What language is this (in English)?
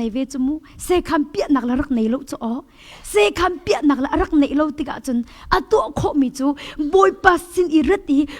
Hakha Chin